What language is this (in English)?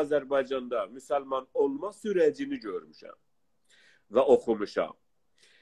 South Azerbaijani